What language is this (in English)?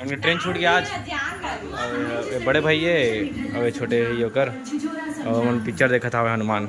Chhattisgarhi